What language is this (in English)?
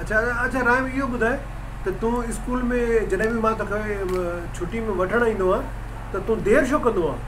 Sindhi